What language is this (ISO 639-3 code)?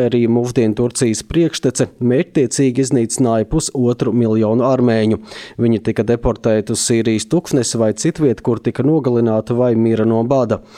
lav